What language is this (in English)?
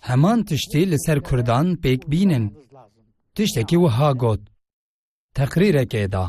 Kurdish